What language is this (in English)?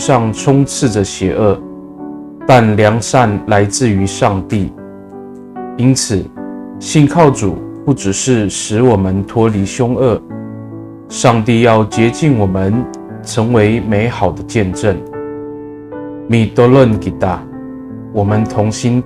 Amis